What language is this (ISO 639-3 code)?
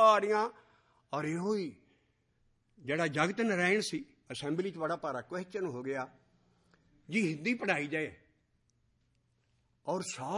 pan